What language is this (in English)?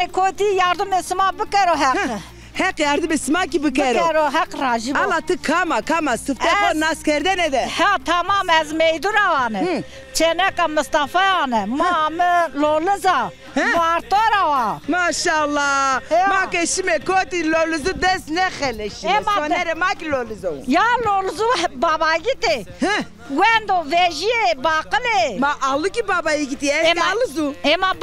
Zaza